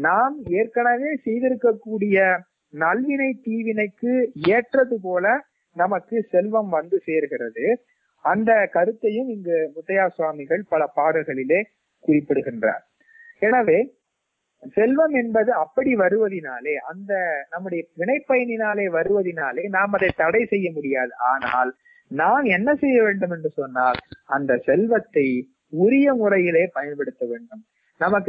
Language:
Tamil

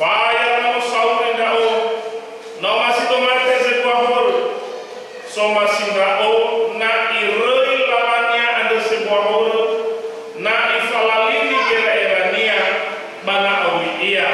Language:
Nias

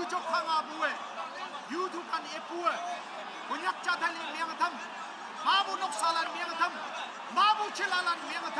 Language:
Naga Pidgin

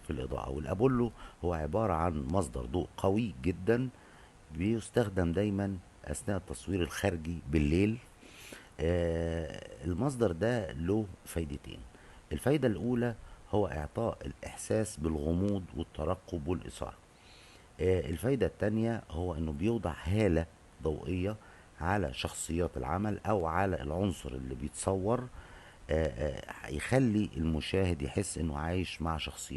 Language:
Egyptian Arabic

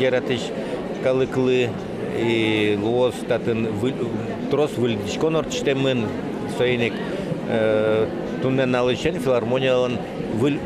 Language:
Udmurt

